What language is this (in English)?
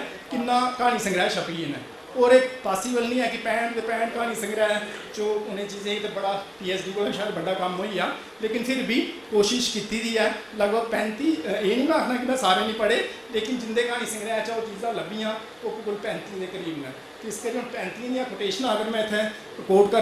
Dogri